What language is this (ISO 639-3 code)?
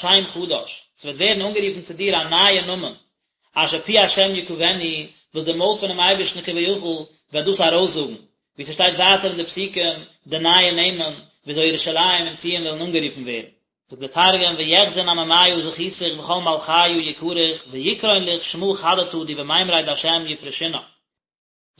yid